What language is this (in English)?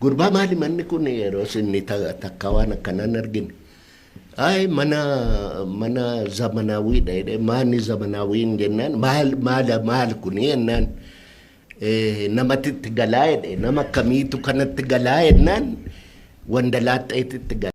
Oromo